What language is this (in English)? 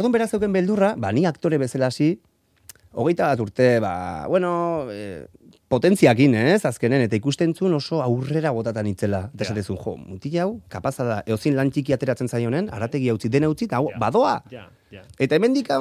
Basque